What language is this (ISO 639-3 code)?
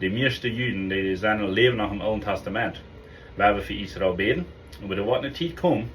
pdt